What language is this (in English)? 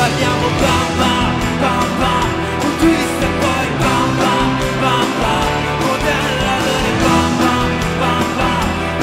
Italian